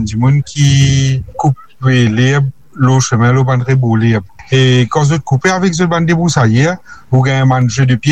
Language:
Morisyen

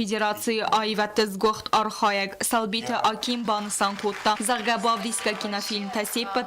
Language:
Ossetic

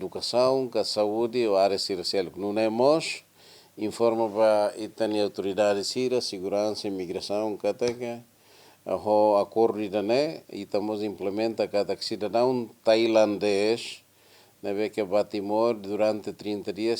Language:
Tetum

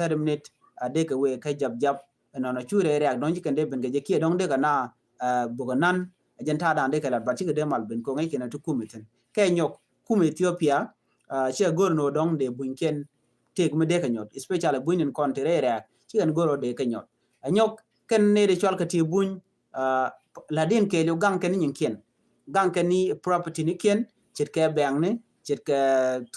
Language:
Nuer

